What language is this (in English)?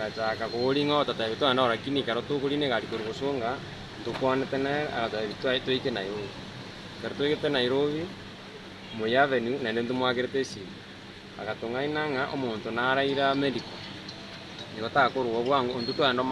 Gusii